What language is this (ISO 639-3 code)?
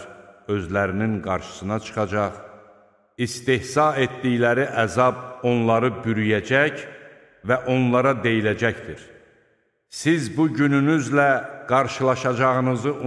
aze